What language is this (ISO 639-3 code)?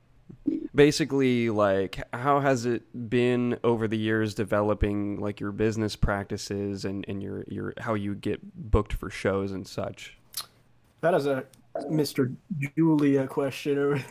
eng